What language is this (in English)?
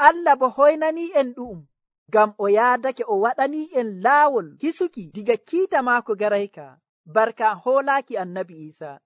Nigerian Fulfulde